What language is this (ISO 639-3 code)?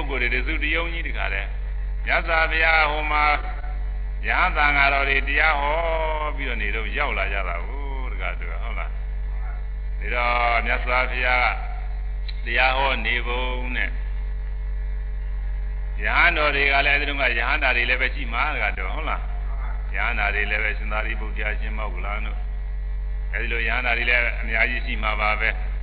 mya